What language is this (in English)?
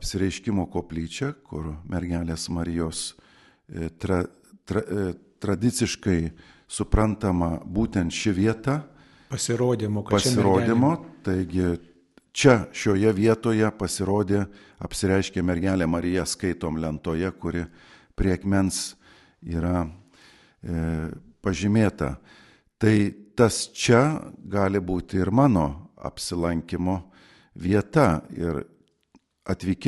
Lithuanian